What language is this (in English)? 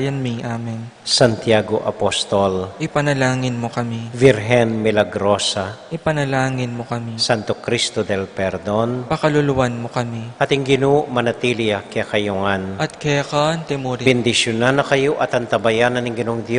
Pampanga